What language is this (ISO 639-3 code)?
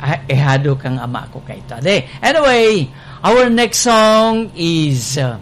bik